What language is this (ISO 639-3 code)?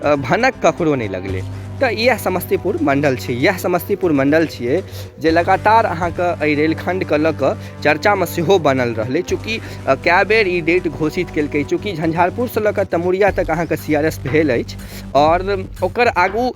mai